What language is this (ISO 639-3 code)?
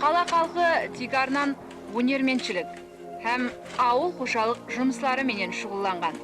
kaa